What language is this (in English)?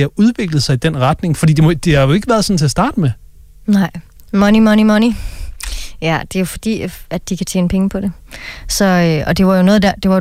Danish